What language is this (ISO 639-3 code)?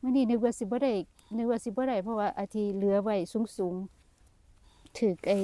tts